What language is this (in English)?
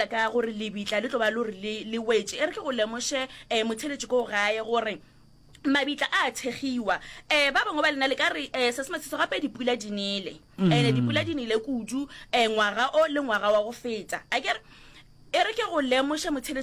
Northern Sotho